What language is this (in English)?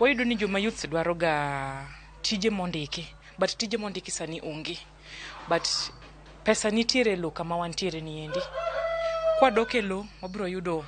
Luo (Kenya and Tanzania)